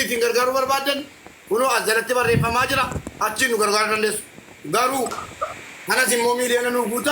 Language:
Oromo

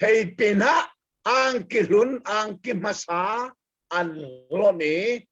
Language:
Hakha Chin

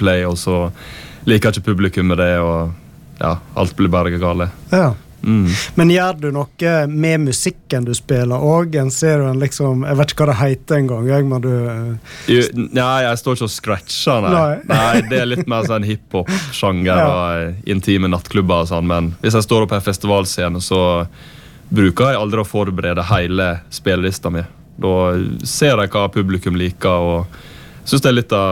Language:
Norwegian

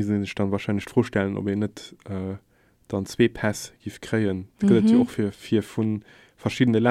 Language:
Luxembourgish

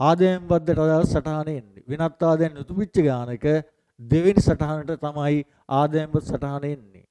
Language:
Sinhala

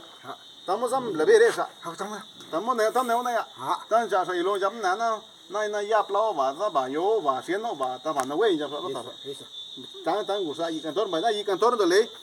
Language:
Zapotec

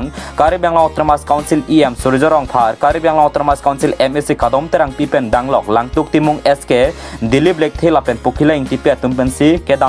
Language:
Karbi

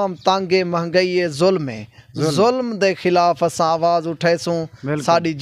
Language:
Saraiki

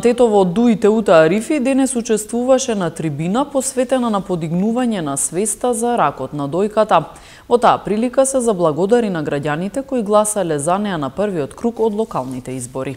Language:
Macedonian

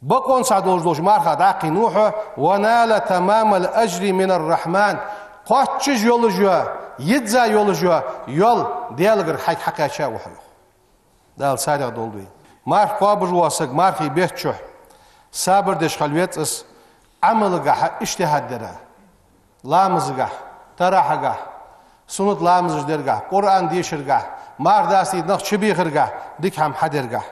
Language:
Ingush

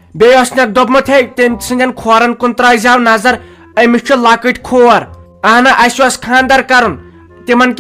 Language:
Kashmiri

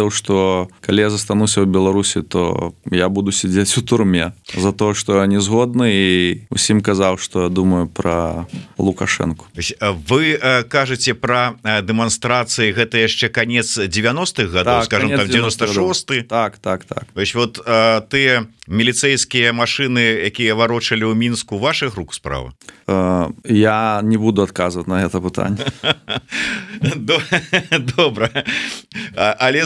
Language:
Belarusian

